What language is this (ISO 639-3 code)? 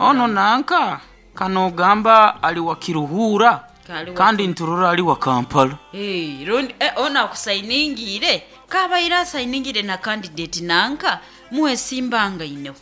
nyn